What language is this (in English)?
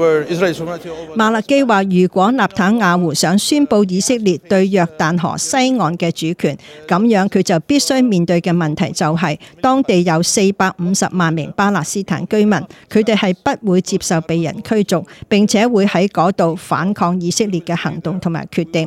Cantonese